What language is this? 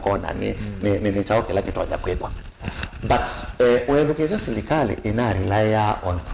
Kamba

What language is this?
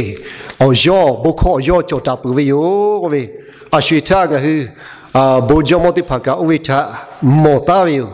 Lahu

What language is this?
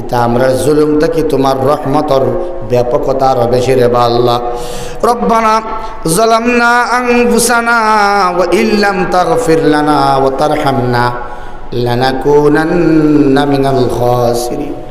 Sylheti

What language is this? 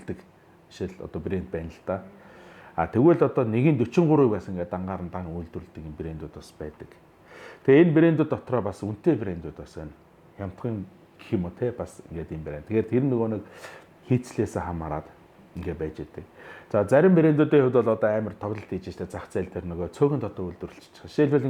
Mongolian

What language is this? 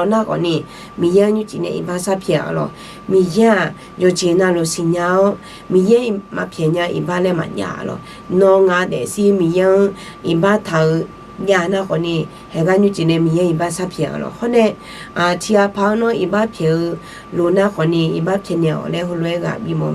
Akha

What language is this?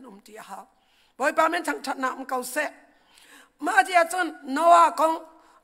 Hakha Chin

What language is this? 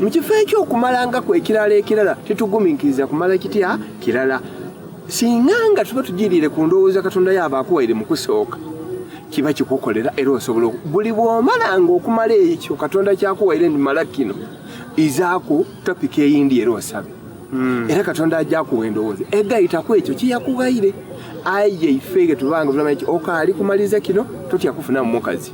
Soga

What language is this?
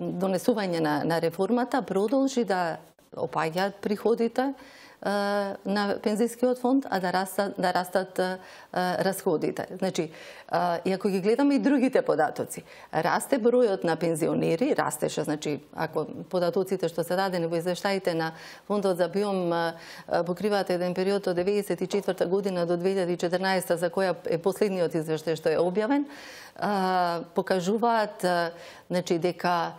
Macedonian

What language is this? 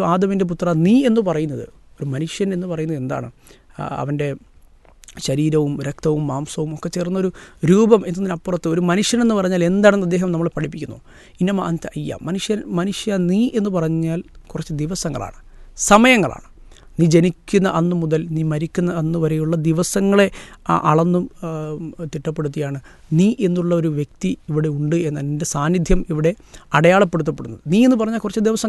Malayalam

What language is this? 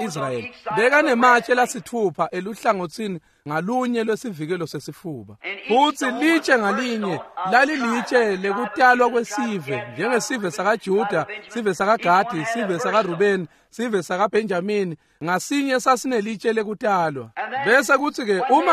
Swati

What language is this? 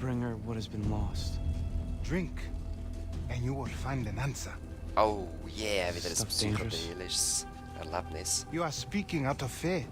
Swiss German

